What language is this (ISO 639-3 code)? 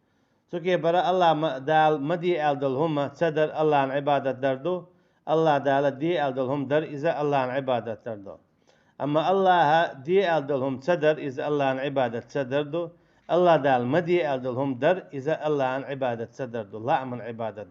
che